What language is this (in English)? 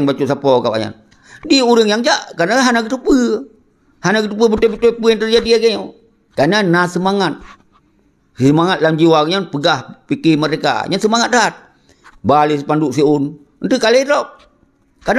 Achinese